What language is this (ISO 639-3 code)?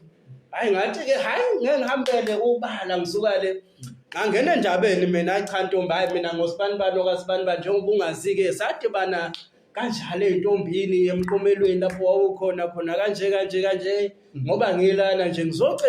zul